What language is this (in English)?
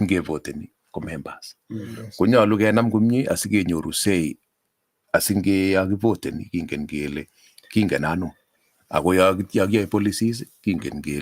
Kalenjin